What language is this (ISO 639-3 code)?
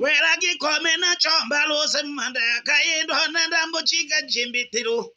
tll